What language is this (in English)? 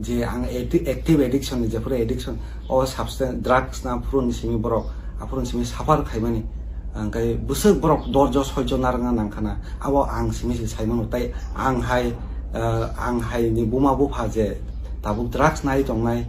Kok Borok